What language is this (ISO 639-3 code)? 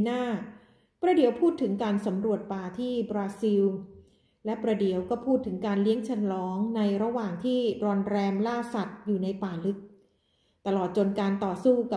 tha